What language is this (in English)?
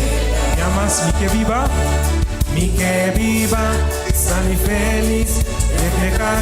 Papiamento